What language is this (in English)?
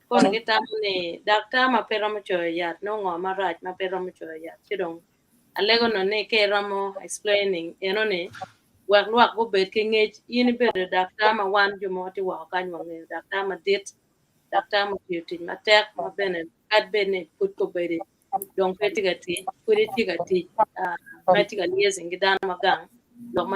Acoli